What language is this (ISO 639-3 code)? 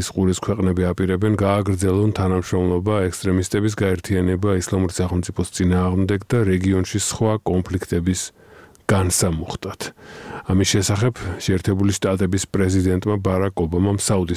kat